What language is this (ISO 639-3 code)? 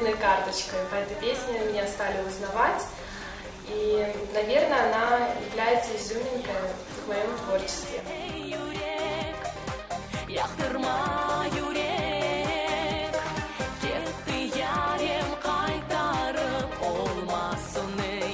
crh